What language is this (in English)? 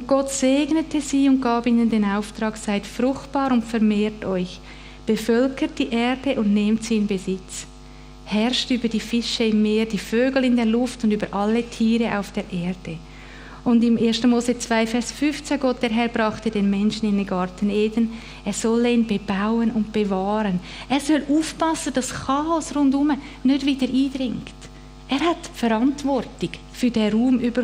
Swiss German